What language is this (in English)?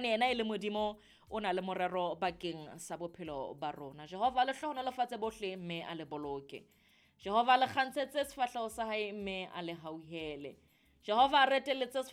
Southern Sotho